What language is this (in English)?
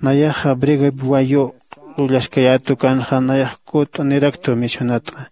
Aymara